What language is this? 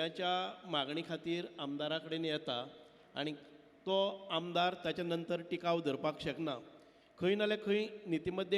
Konkani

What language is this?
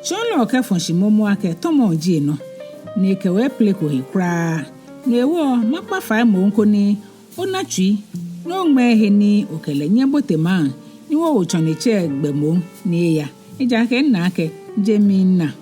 Ga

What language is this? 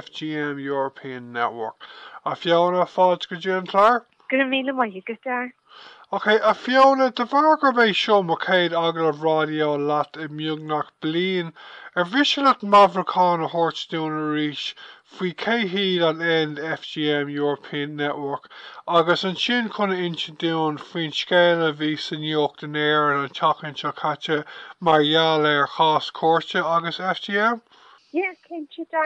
Irish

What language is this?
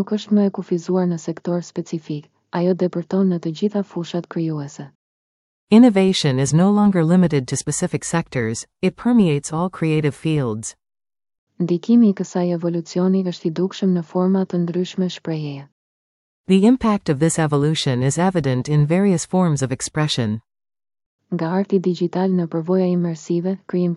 Albanian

